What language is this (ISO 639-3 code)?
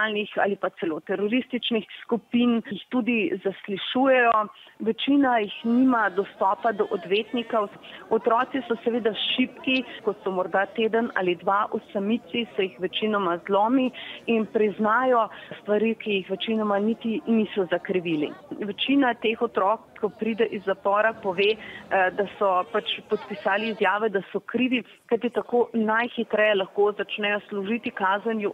slv